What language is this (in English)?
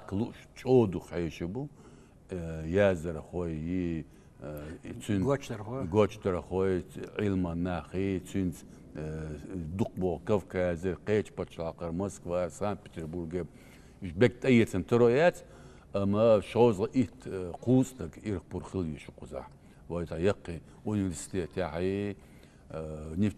Chechen